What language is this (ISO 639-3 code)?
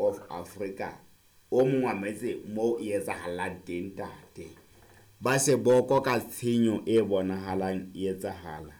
sot